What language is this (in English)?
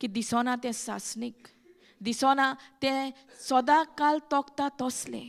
Konkani